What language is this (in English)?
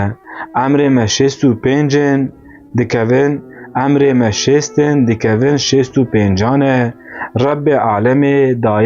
Kurdish